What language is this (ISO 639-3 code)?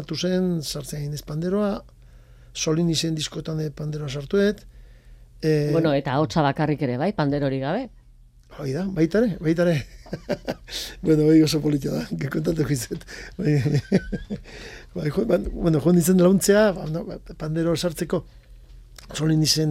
eus